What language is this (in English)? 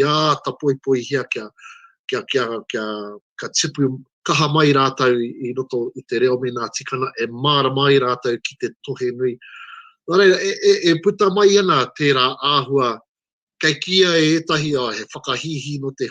Māori